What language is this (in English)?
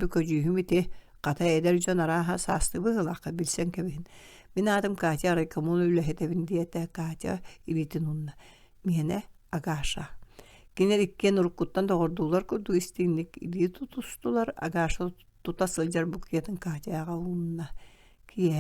Yakut